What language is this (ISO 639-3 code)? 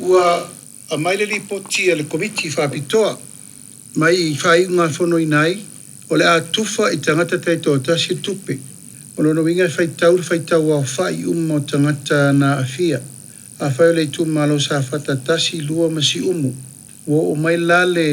smo